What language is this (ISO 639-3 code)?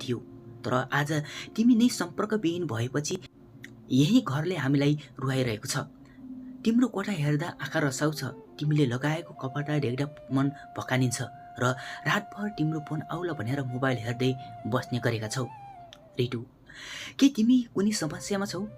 nep